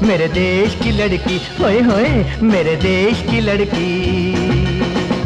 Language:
Hindi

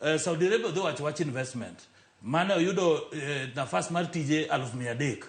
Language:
Luo (Kenya and Tanzania)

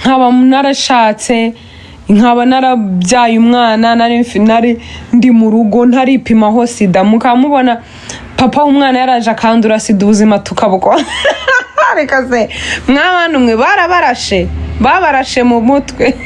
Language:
Kinyarwanda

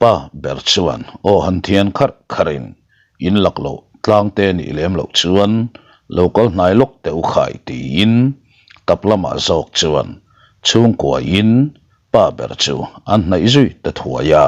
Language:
Mizo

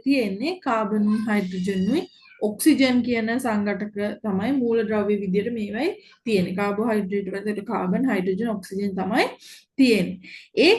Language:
Sinhala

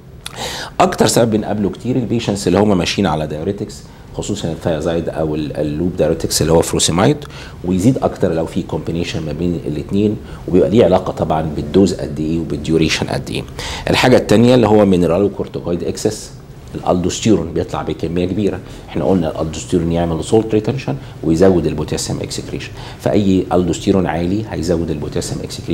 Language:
Egyptian Arabic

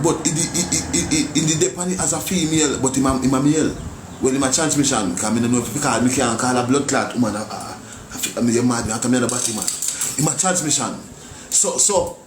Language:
Jamaican Creole English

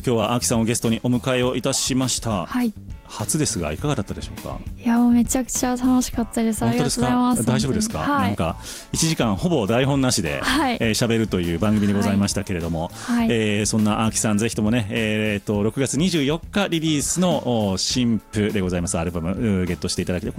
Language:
Japanese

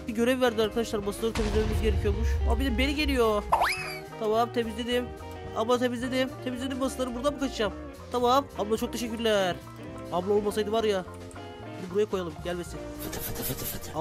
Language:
Turkish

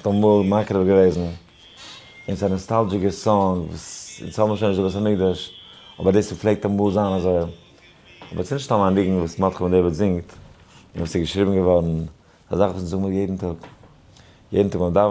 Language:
Yiddish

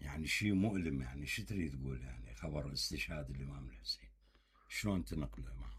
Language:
Mesopotamian Arabic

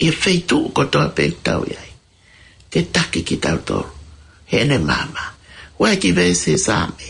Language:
Tongan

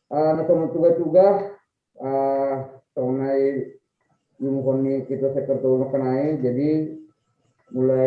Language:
Batak Simalungun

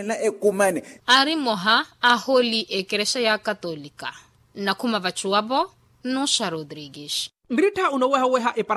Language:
Makhuwa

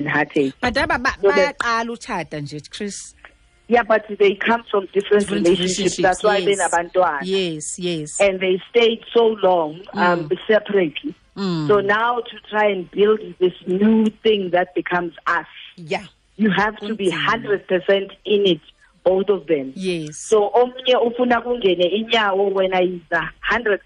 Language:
Xhosa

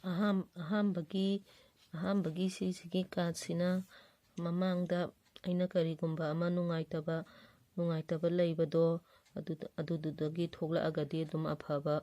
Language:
Manipuri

